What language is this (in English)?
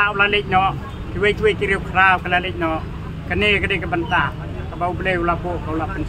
Khasi